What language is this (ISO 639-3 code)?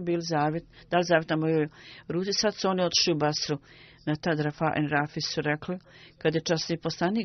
bos